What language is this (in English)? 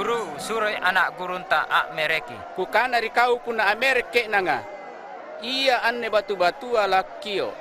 Makasar